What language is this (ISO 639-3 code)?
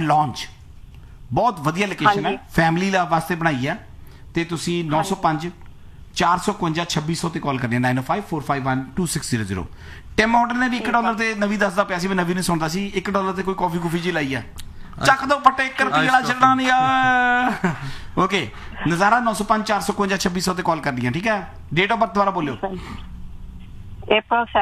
pan